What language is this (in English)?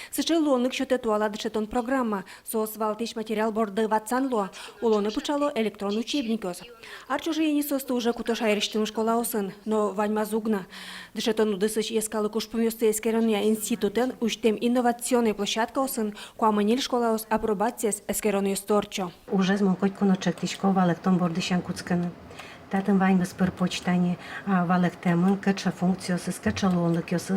Udmurt